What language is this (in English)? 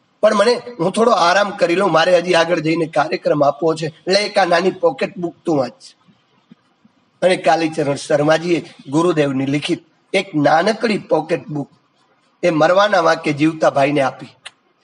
Gujarati